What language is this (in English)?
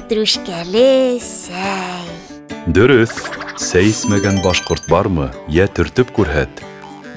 Bashkir